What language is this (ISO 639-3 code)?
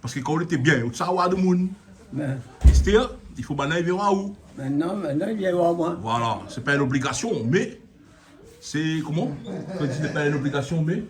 rcf